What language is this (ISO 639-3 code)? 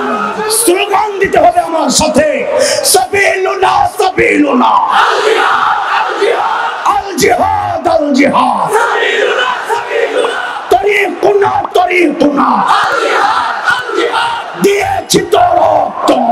ben